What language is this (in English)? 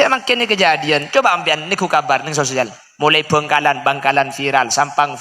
Madurese